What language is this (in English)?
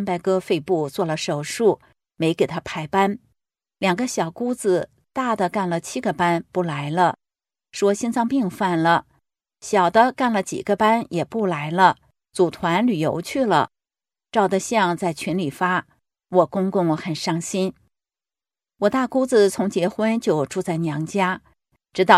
Chinese